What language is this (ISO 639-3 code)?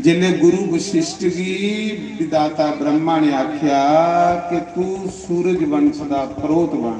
doi